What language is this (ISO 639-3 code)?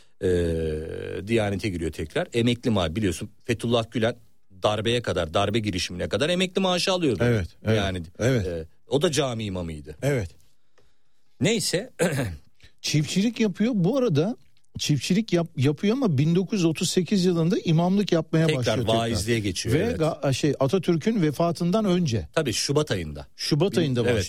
tur